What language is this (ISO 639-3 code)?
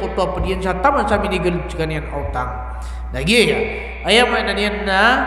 mrw